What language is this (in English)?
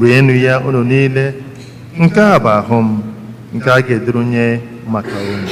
Igbo